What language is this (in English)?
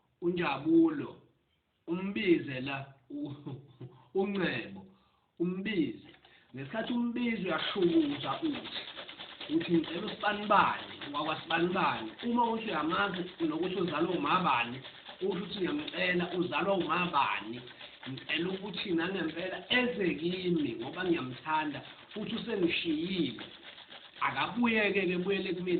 Zulu